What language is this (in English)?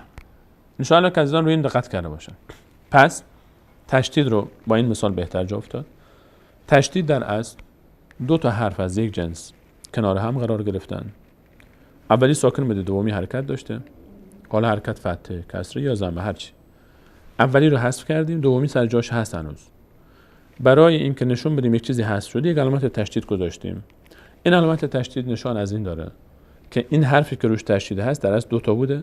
Persian